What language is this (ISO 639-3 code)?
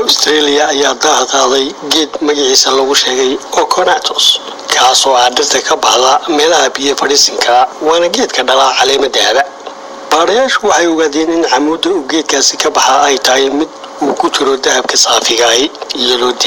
som